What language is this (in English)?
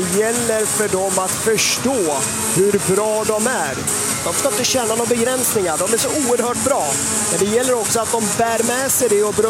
Swedish